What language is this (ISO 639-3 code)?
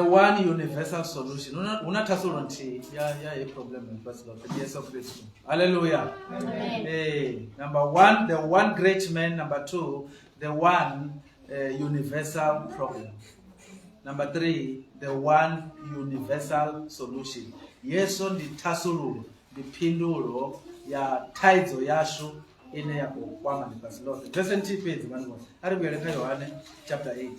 ven